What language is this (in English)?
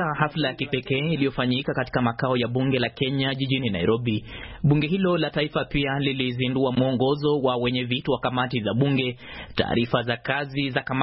Swahili